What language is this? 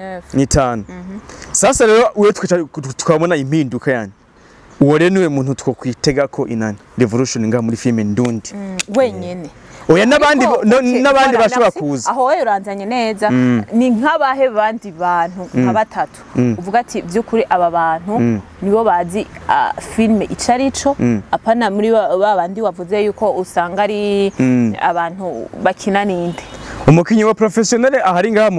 Rundi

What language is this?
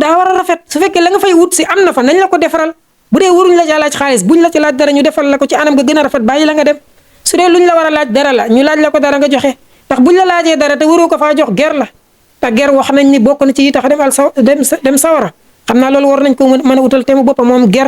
Wolof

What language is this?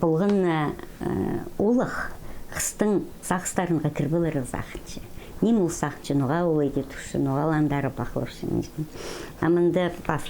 Khakas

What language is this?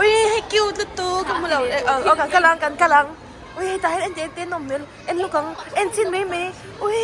Mizo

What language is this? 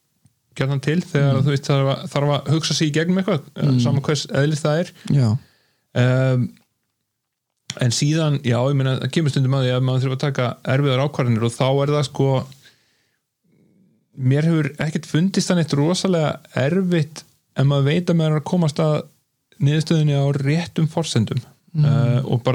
Icelandic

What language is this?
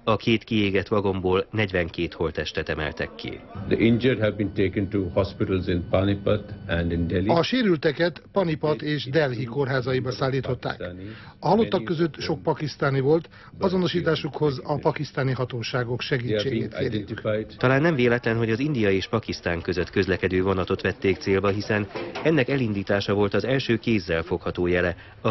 Hungarian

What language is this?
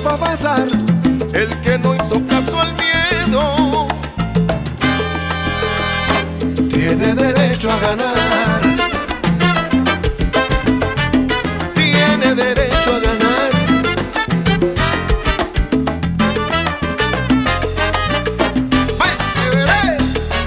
Spanish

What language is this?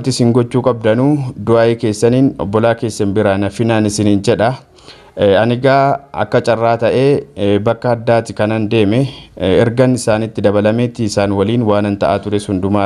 Oromo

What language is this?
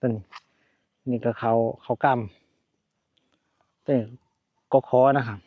Northeastern Thai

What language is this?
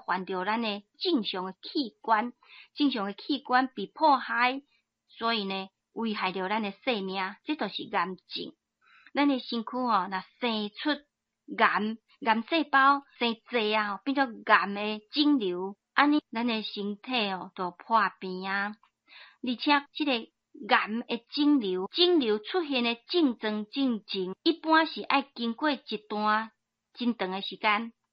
Min Nan Chinese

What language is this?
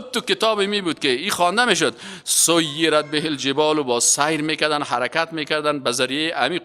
Persian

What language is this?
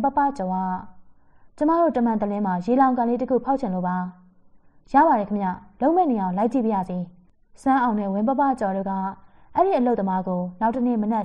Burmese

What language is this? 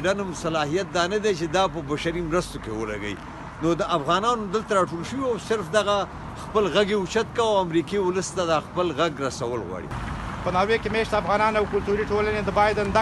Pashto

